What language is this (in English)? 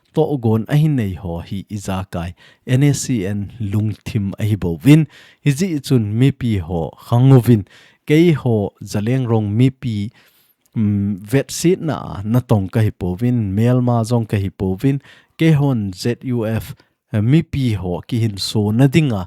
Thado Chin